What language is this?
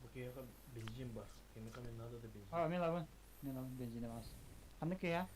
Yakut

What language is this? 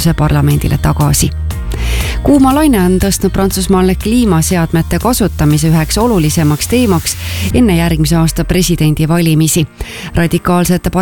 Estonian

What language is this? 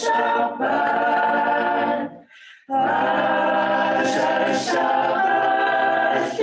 Inuktitut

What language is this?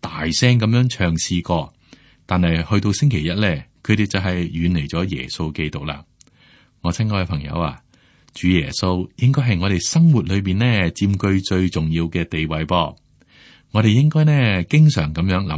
Cantonese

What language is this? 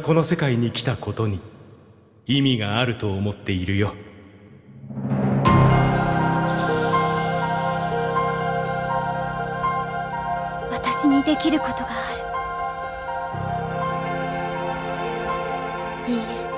Japanese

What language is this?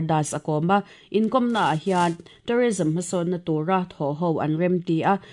Mizo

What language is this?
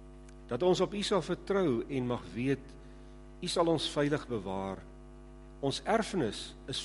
Afrikaans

